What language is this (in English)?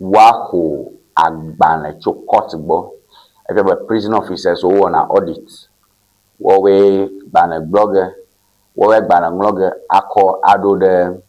Ewe